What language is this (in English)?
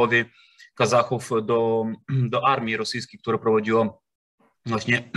Polish